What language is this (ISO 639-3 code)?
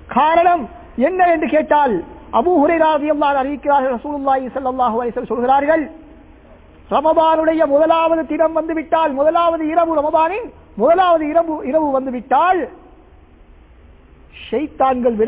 tam